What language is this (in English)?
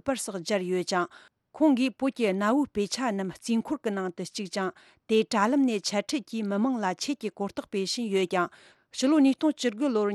Tibetan